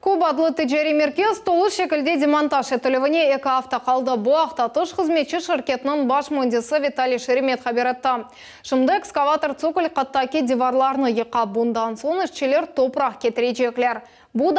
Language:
Crimean Tatar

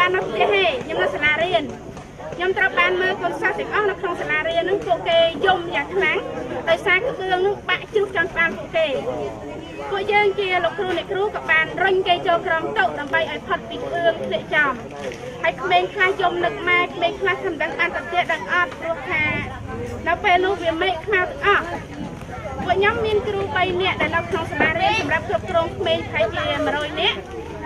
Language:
Khmer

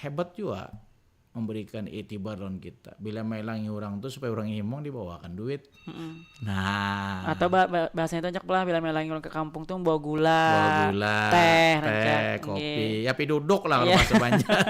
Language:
Banjar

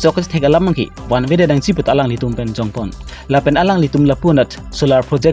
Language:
Karbi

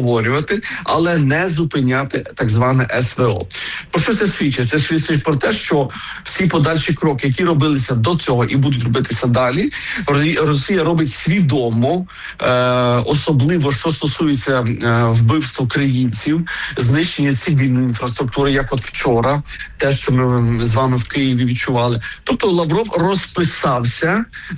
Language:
Ukrainian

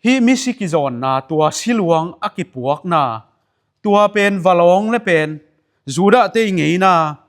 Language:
Tedim Chin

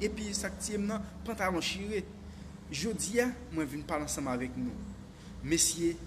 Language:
Haitian Creole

